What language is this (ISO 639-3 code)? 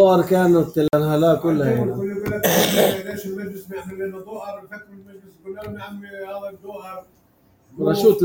apc